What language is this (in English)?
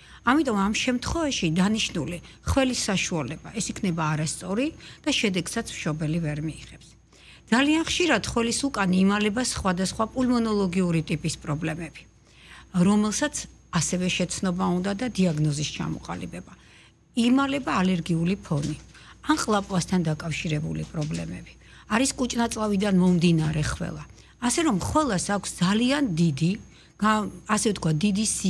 Georgian